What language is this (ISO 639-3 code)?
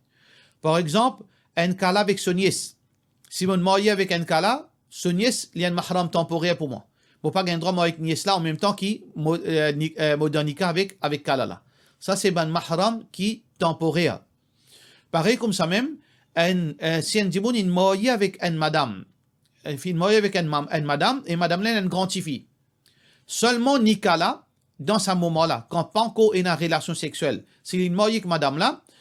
mfe